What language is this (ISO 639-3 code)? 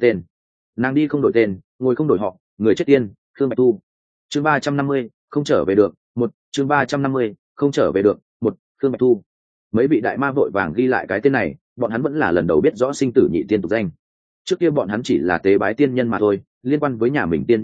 vie